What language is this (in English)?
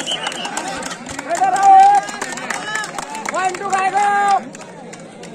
Marathi